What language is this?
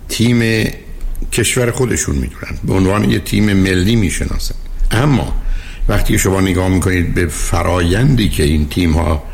Persian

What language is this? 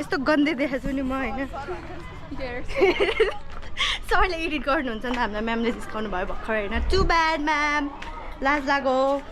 Nepali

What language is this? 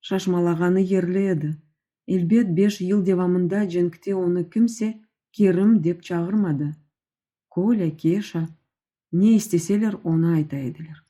Crimean Tatar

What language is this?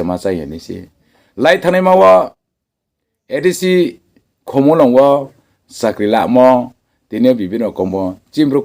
Riang (India)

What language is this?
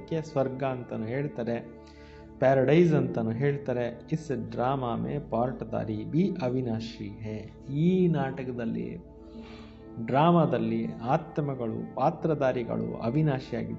Kannada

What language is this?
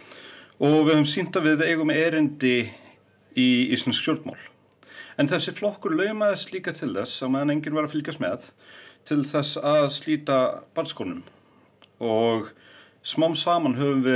Icelandic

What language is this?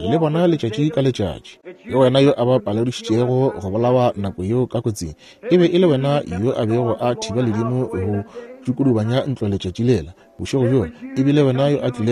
Northern Sotho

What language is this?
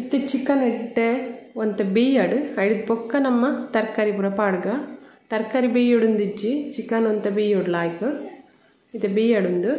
Tulu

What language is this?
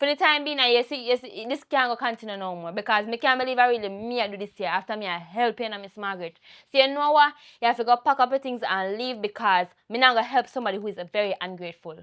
Jamaican Creole English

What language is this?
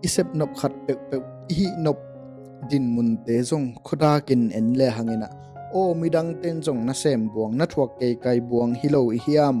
Tedim Chin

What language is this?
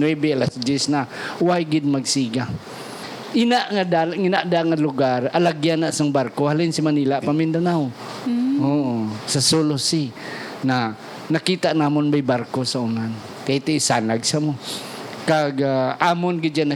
Hiligaynon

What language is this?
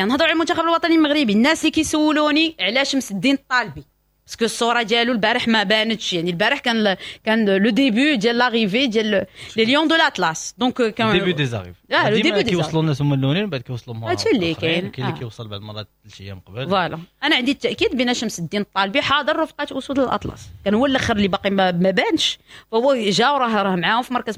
Moroccan Arabic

